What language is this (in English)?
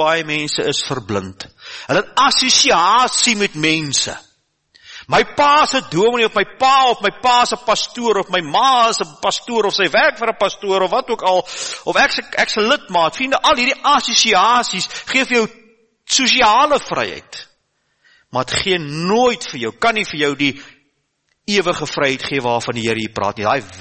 Afrikaans